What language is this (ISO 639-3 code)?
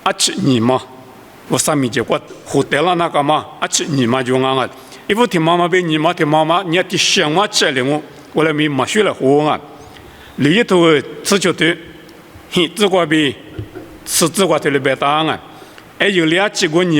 lis